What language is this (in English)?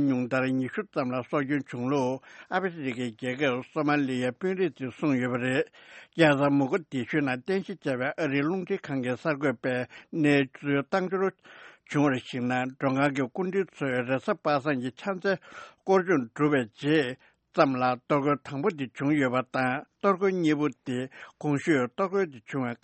Tibetan